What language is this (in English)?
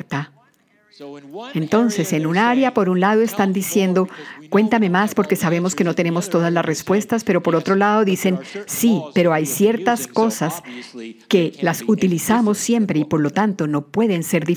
Spanish